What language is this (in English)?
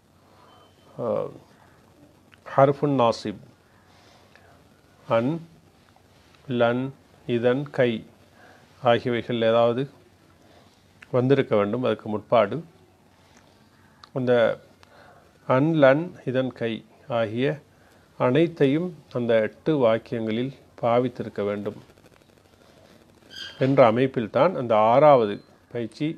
Tamil